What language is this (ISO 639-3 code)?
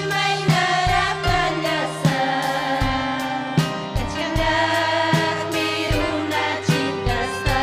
quy